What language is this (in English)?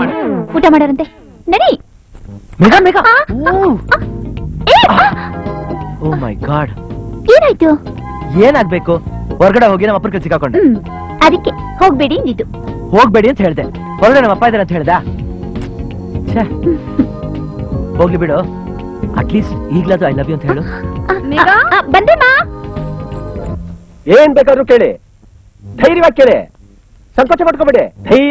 Kannada